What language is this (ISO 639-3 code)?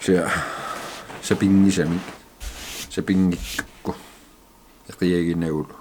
kal